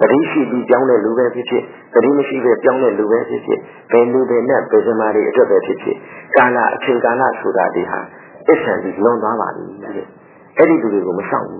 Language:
Burmese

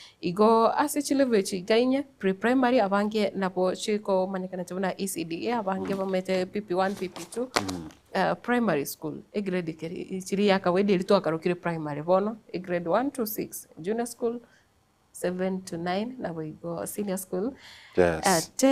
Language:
Gusii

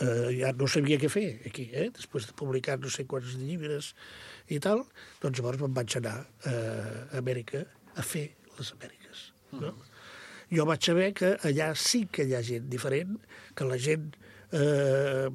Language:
Catalan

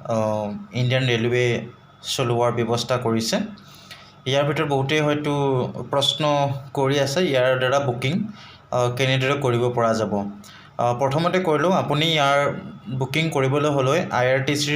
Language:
Assamese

